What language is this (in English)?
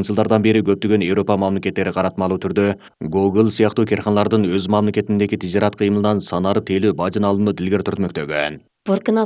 Kyrgyz